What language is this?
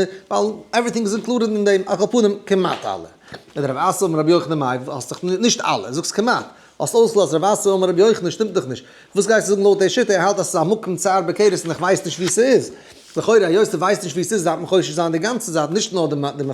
Yiddish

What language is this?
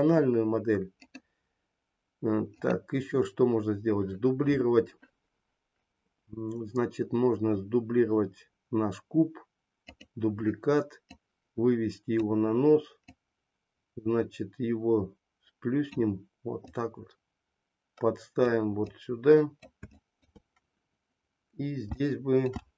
Russian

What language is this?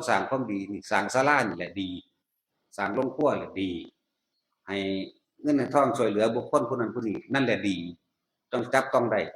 Northeastern Thai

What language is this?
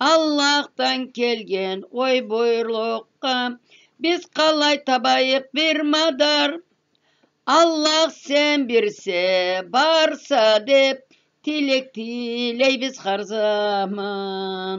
Karachay-Balkar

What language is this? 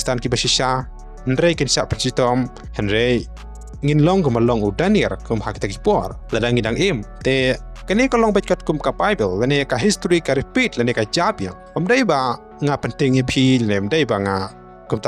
Khasi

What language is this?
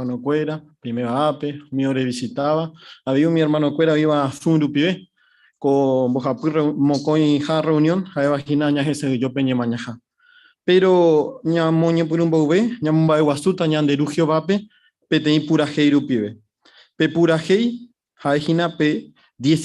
Guarani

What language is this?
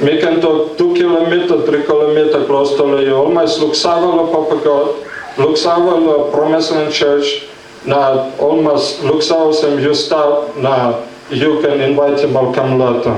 Tok Pisin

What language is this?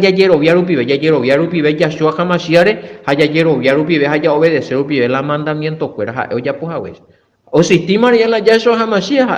Guarani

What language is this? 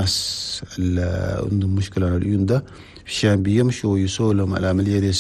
Chadian Arabic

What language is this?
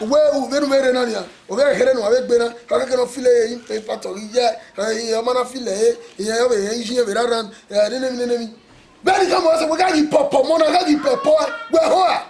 Bini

